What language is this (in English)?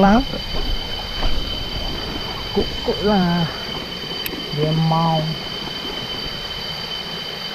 Malay